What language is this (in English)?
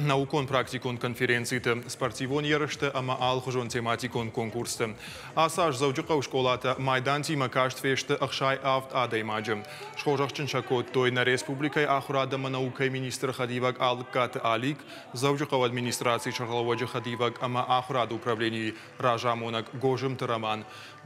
Ossetic